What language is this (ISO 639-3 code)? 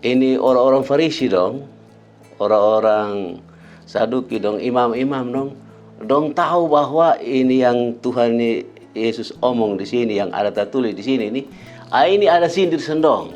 mkn